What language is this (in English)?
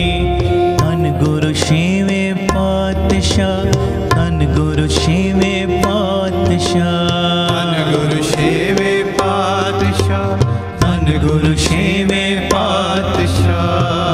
Punjabi